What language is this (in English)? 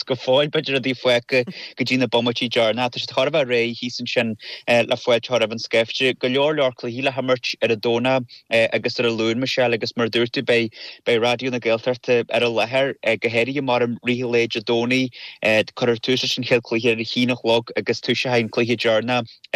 Irish